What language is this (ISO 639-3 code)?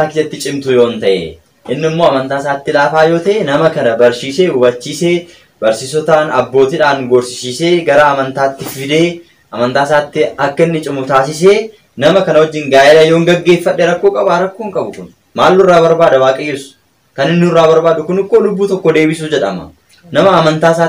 orm